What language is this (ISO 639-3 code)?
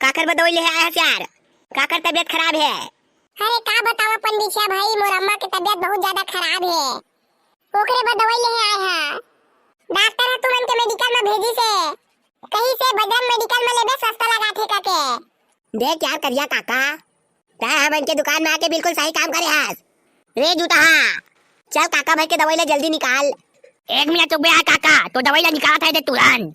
hne